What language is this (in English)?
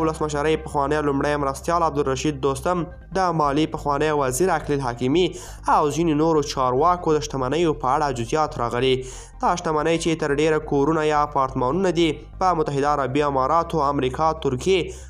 Pashto